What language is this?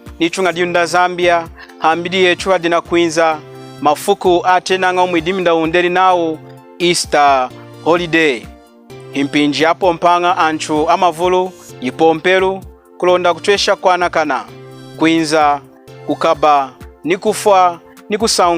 Lunda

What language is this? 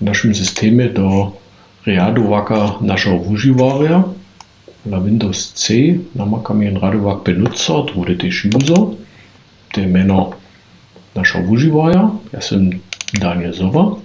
Upper Sorbian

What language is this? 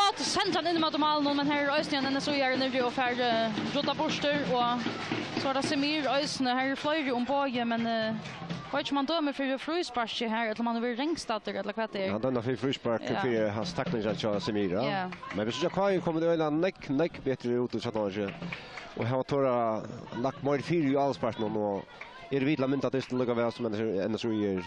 Faroese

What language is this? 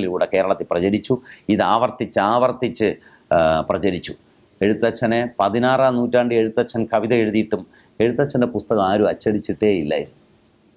Malayalam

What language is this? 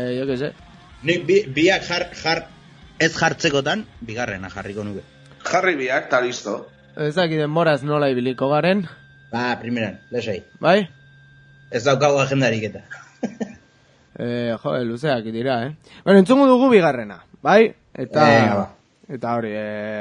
Basque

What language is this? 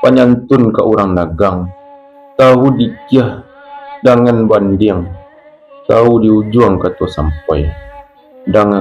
Minangkabau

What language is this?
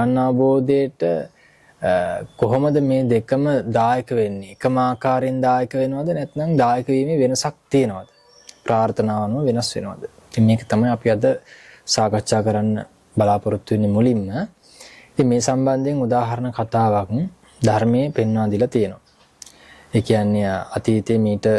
Sinhala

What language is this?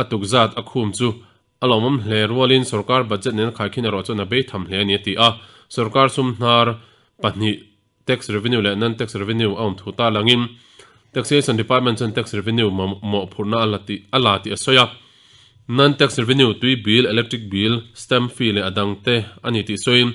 Mizo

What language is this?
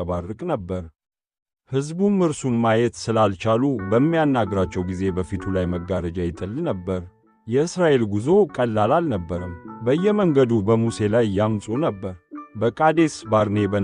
Amharic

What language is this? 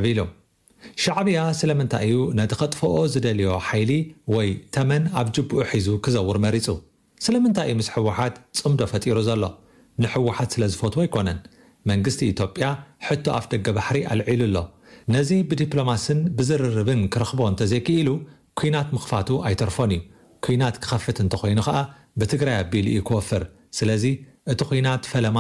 Tigrinya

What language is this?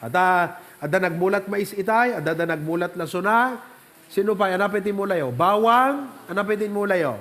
Iloko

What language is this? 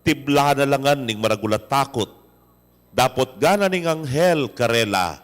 Pampanga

